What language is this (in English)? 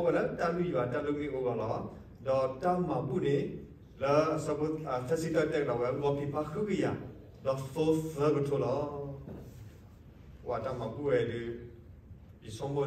S'gaw Karen